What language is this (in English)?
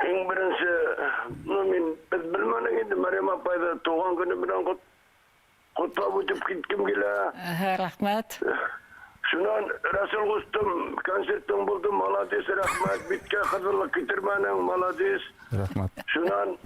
Bashkir